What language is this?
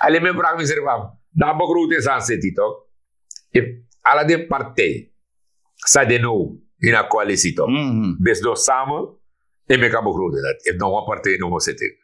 Sranan Tongo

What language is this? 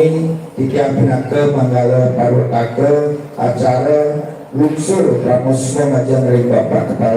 Balinese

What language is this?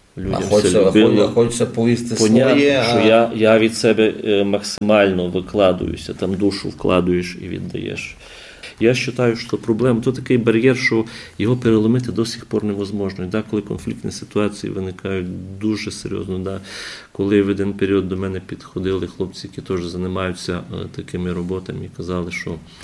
Rusyn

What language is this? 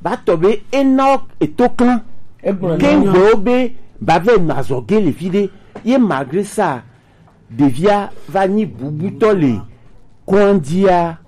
Gen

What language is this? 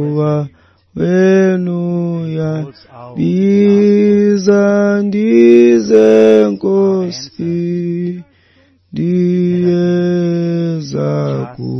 Xhosa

